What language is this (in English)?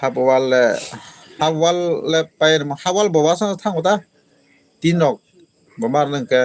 Kok Borok